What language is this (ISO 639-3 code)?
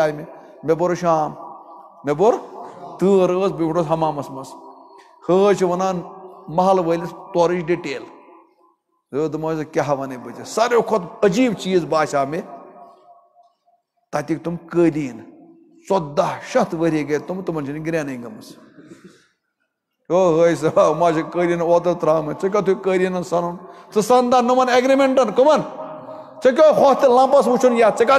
kas